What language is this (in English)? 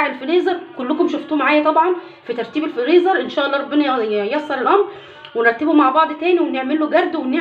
Egyptian Arabic